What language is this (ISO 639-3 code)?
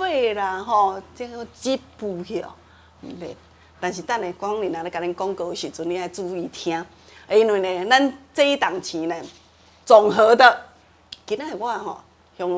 nan